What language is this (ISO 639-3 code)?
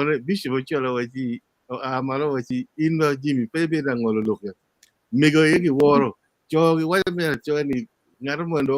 ach